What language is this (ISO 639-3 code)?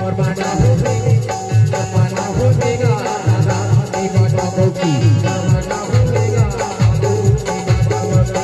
hne